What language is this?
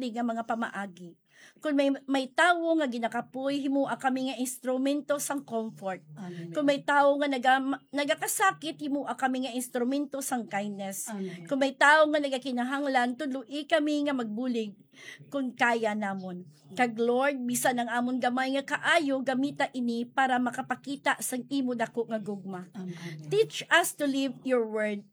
Hiligaynon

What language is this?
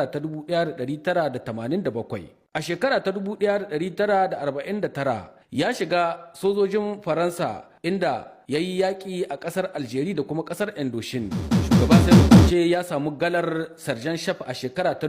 Hausa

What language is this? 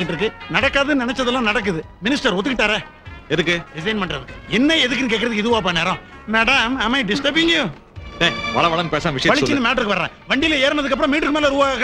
Tamil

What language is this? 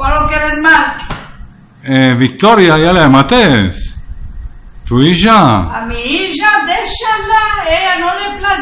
Ladino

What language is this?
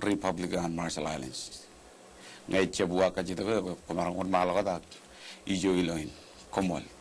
Marshallese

